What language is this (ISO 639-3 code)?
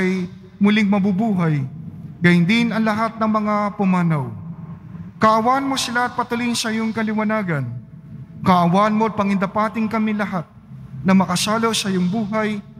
fil